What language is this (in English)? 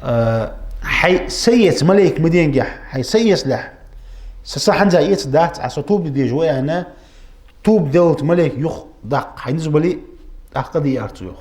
Ingush